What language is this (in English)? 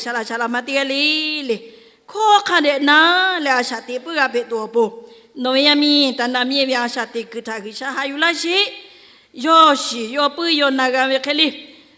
Lahu